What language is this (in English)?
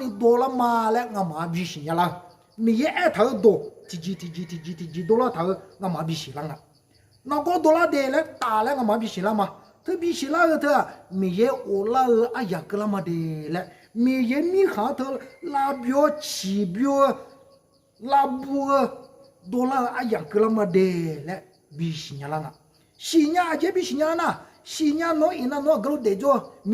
Akha